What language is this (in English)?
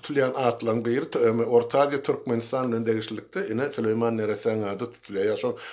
Turkmen